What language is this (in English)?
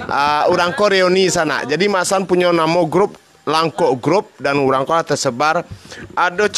Minangkabau